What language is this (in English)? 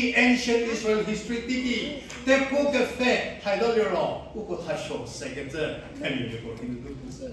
Angami Naga